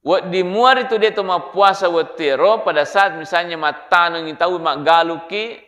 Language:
Buginese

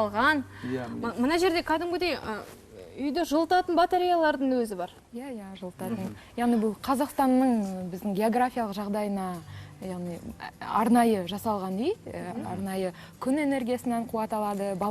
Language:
Kazakh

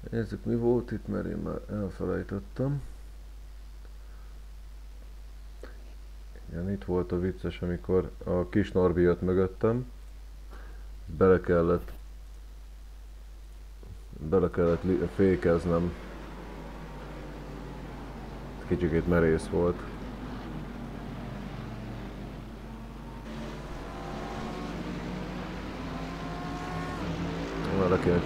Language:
Hungarian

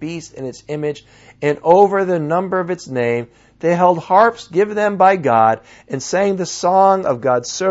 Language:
English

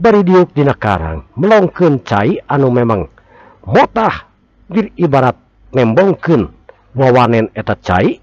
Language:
Sundanese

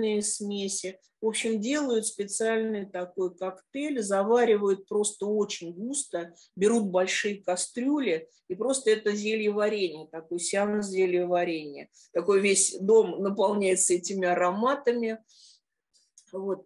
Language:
Russian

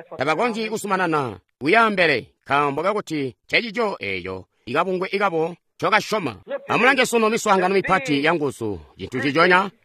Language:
Tonga (Zambia)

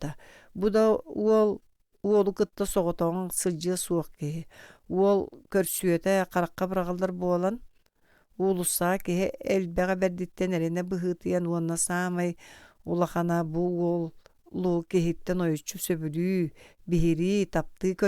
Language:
Yakut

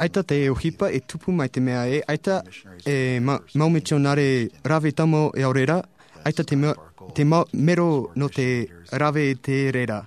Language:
Tahitian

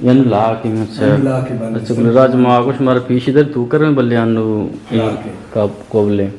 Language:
Eastern Balochi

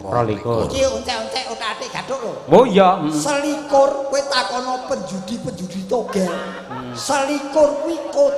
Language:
Javanese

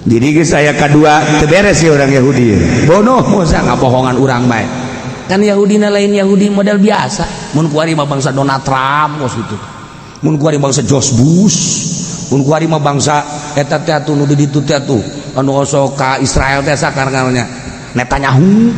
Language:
Sundanese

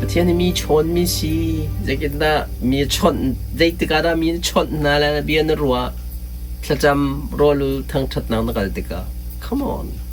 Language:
Hakha Chin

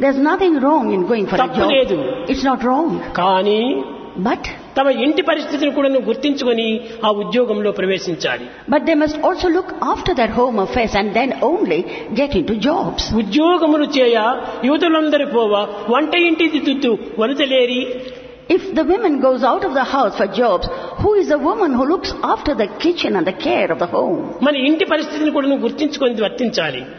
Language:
Telugu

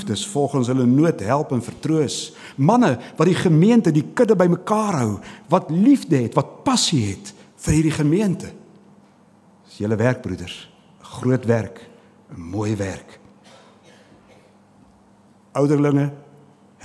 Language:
Afrikaans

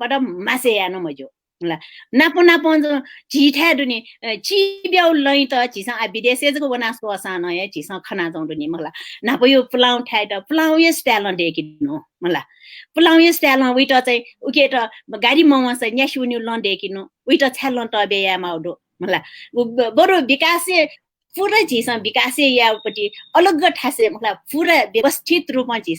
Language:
Newari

